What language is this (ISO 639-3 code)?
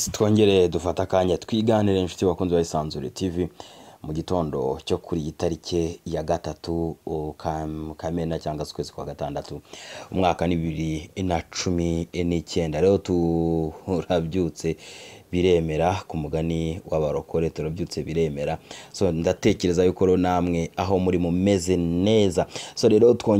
kin